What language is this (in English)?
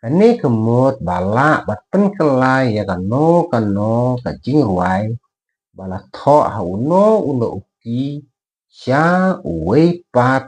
Khasi